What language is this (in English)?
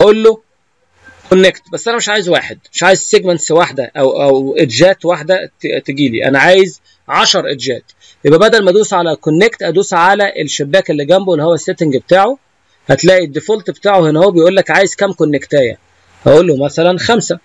Egyptian Arabic